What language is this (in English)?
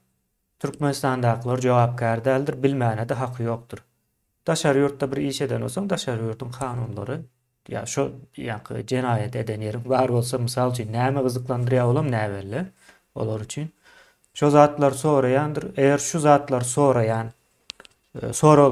Turkmen